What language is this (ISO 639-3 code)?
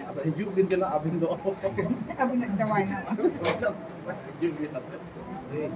sat